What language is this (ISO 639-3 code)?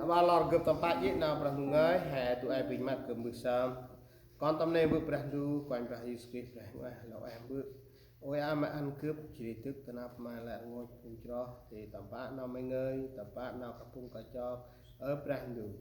cmo